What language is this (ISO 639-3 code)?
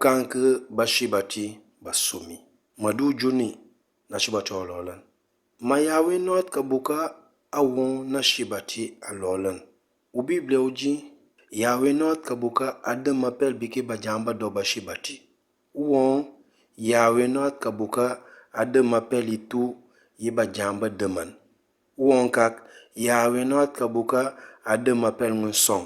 knf